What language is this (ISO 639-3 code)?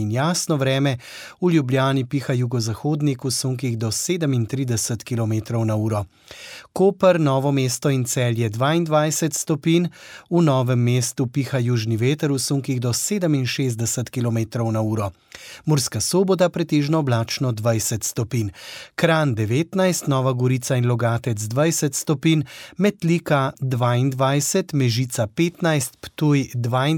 slv